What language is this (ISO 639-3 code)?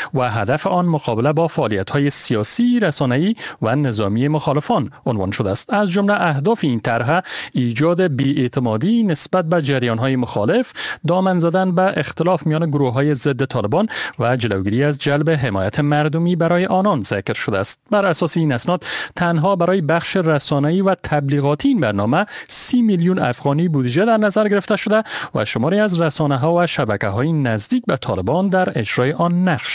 fas